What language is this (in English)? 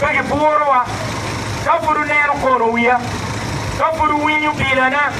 Acoli